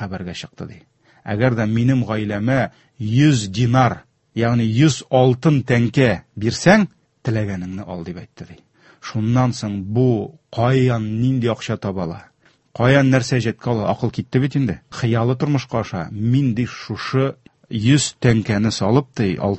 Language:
Tatar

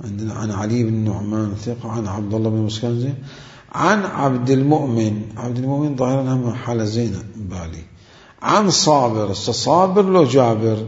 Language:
Mesopotamian Arabic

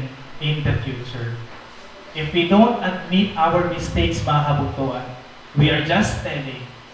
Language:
Waray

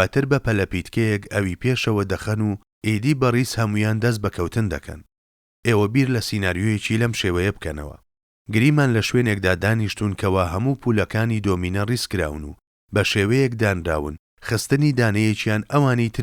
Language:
Central Kurdish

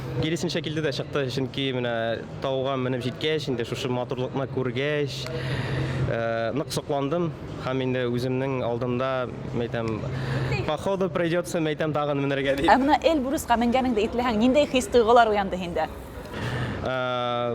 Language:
Bashkir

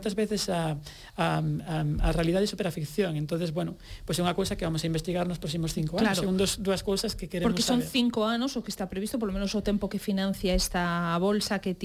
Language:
Galician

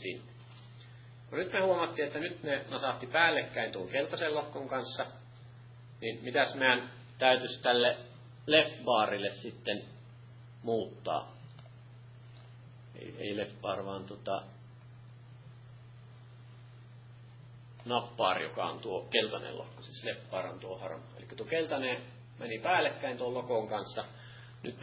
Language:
Finnish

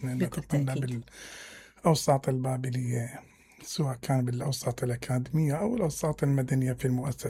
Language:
Mesopotamian Arabic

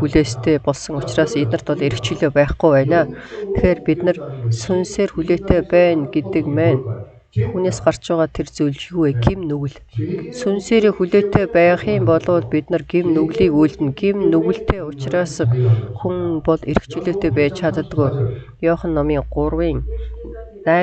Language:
Mongolian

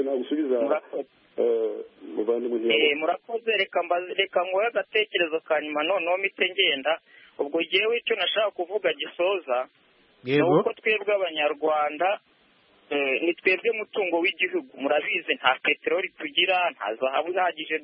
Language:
Kinyarwanda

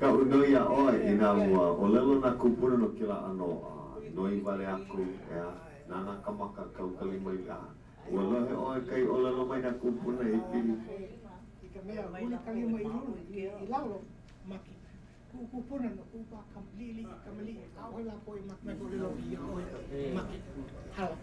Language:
Hawaiian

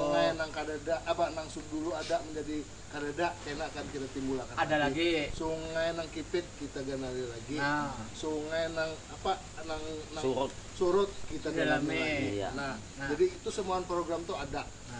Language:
Banjar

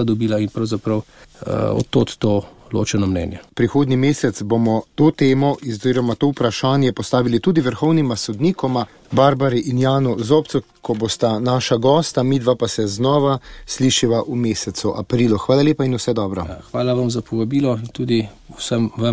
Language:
Slovenian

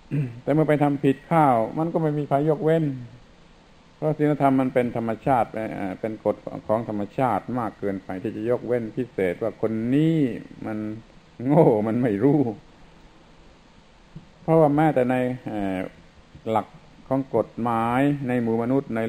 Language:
Thai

